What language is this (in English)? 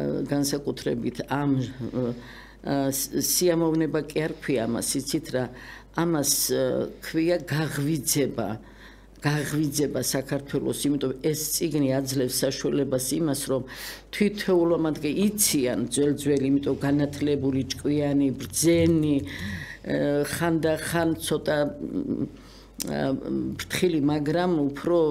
Georgian